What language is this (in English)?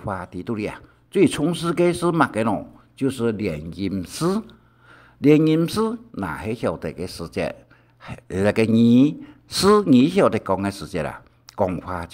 Hakka Chinese